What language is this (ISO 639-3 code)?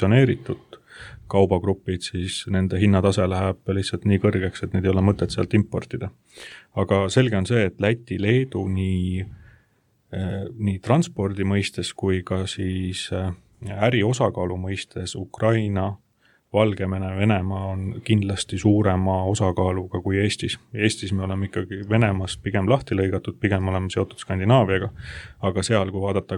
est